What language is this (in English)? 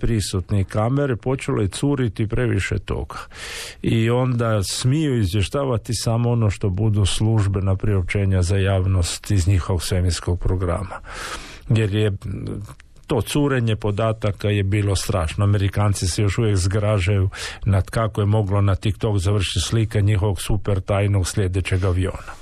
Croatian